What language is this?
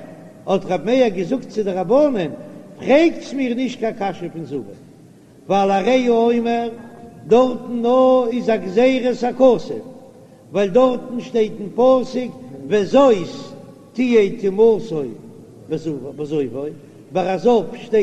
Yiddish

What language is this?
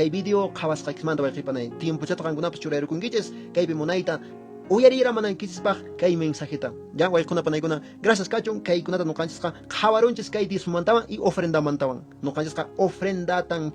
Quechua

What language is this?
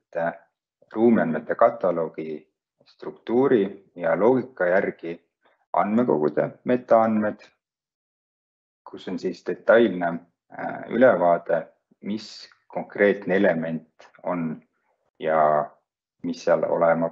Estonian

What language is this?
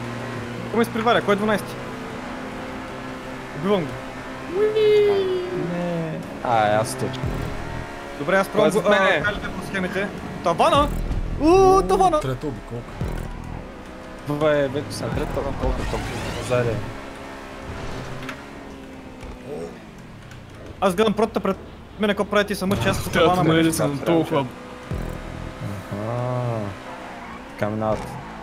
Bulgarian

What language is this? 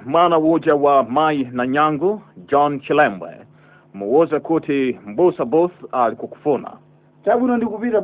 Nyanja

